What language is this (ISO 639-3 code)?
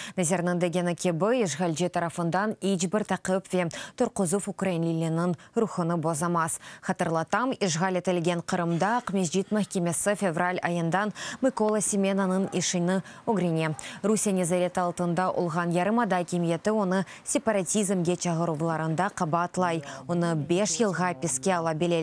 crh